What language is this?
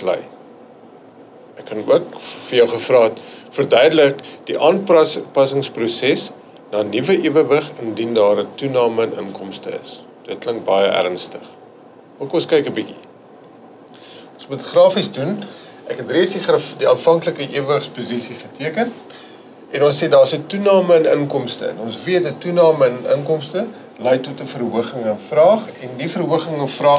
Afrikaans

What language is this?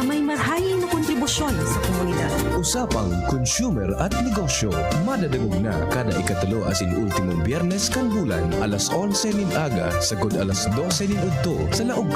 Bikol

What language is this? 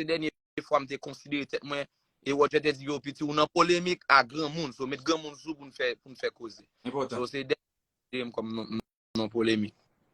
Haitian Creole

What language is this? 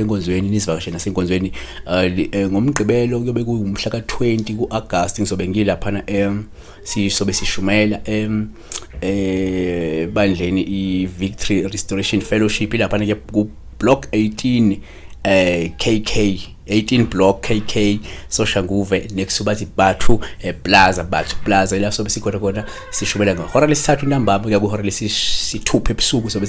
Zulu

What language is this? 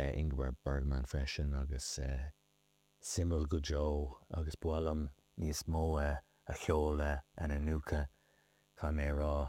Irish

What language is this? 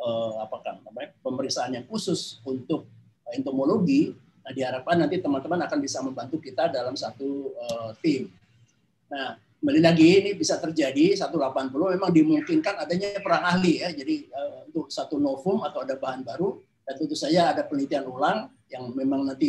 Indonesian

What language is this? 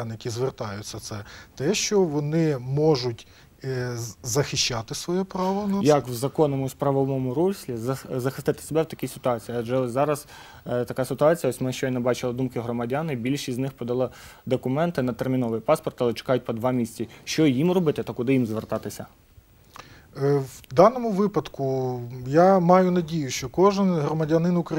Ukrainian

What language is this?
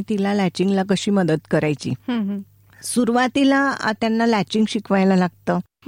Marathi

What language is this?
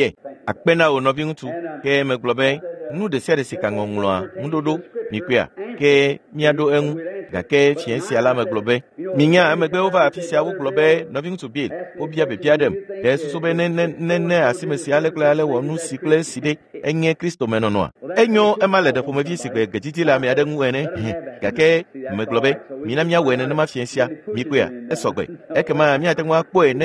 Ewe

